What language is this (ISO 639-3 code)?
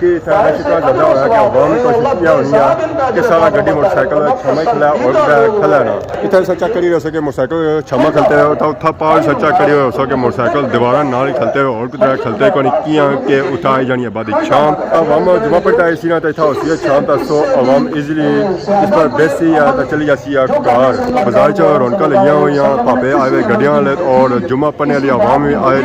phr